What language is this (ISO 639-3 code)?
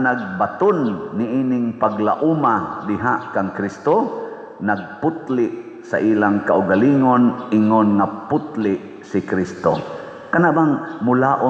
ceb